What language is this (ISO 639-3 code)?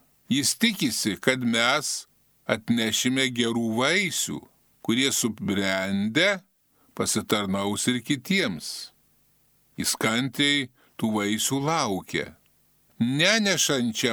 lit